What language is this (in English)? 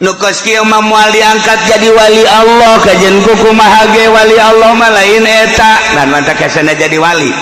Sundanese